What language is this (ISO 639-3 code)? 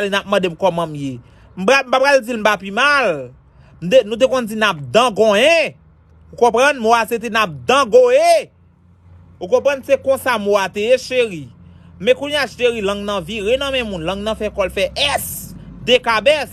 hat